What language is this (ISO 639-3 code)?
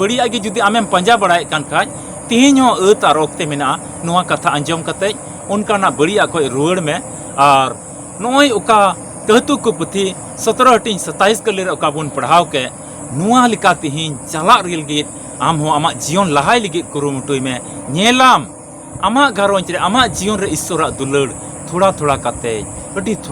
sat